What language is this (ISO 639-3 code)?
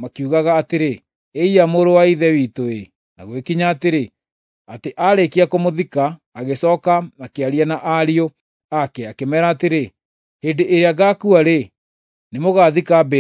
kik